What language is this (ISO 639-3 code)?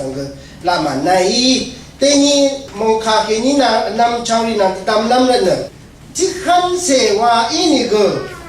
raw